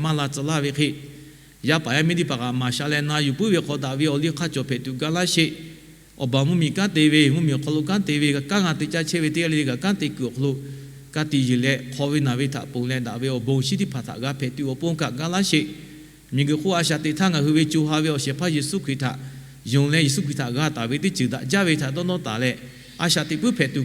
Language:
Lahu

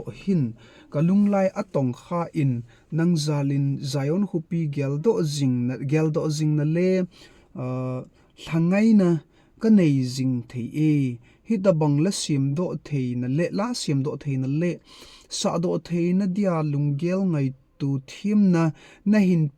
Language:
Thado Chin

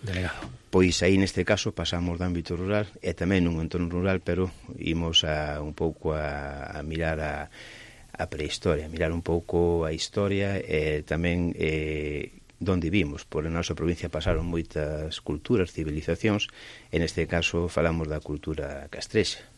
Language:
Galician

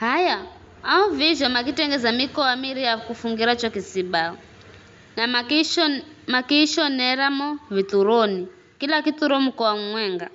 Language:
Giryama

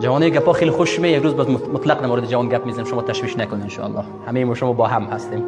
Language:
Persian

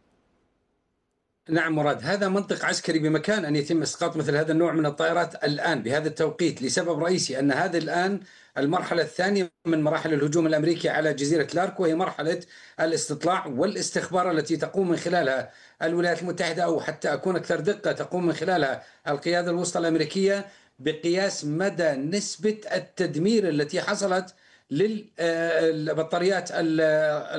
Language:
Arabic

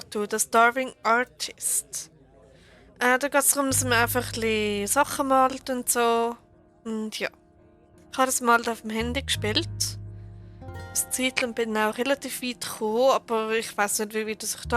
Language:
Swiss German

